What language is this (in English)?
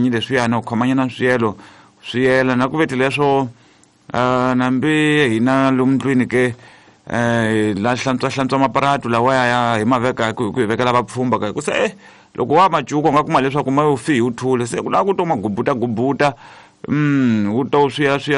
Tsonga